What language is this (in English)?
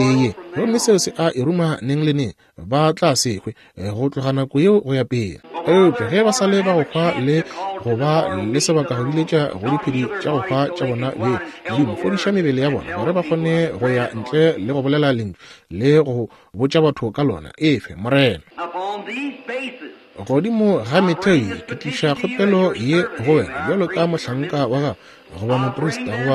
Northern Sotho